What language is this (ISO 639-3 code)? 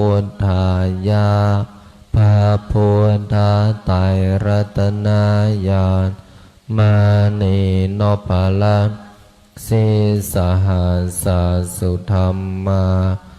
pli